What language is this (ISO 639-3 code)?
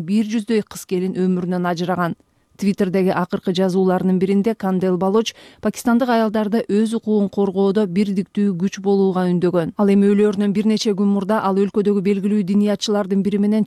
kir